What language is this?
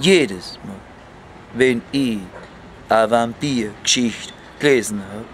Bavarian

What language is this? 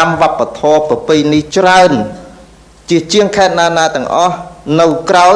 Khmer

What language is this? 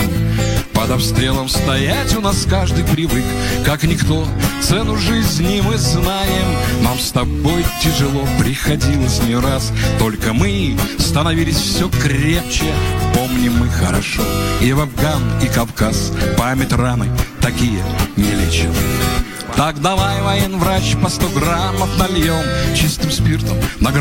Russian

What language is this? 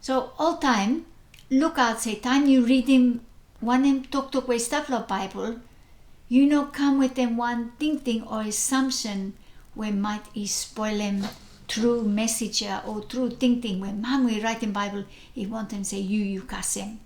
Bislama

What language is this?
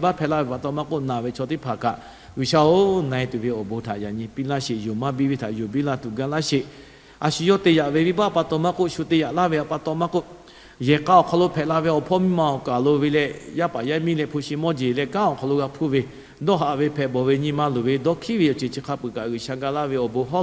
Lahu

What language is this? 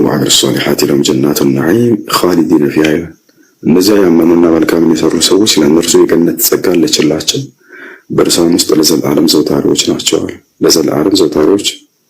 Amharic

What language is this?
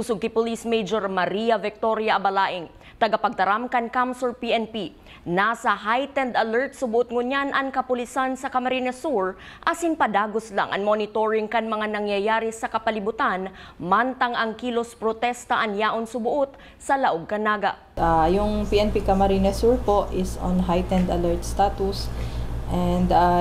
Bikol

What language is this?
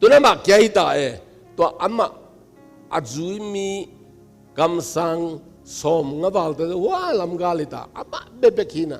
Tedim Chin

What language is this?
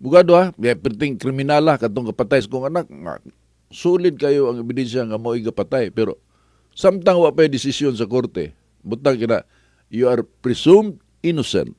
Cebuano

